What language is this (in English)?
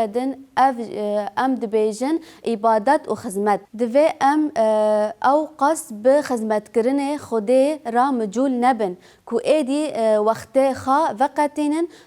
Kurdish